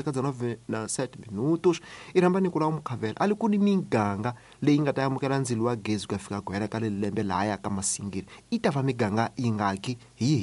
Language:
Tsonga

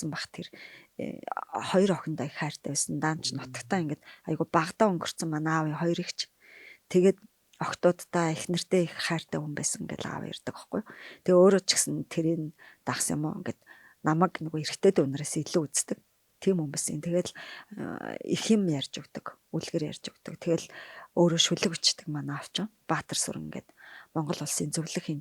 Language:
Mongolian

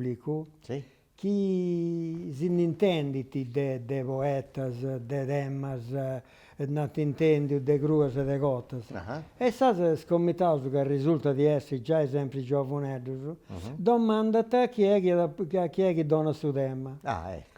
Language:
Sardinian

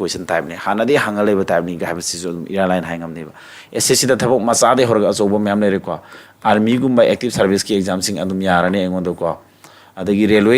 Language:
Manipuri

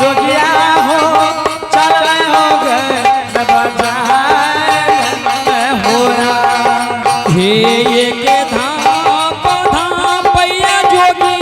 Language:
Angika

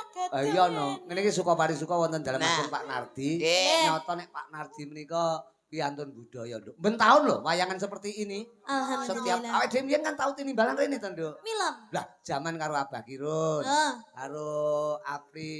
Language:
Javanese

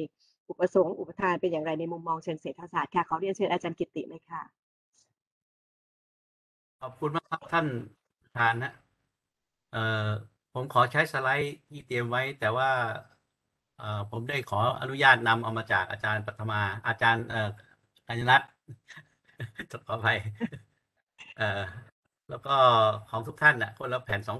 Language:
Thai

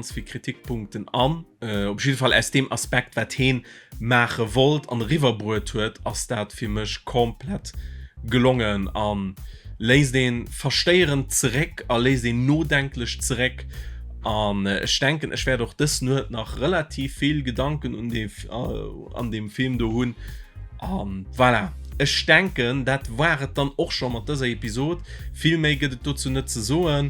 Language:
Luxembourgish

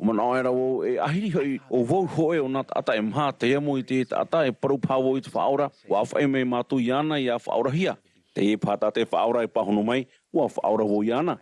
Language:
Tahitian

